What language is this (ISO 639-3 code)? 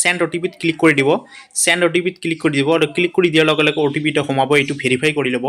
asm